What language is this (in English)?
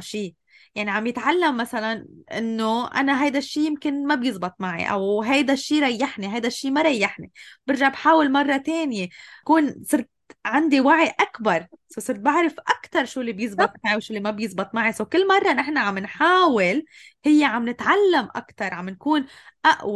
North Levantine Arabic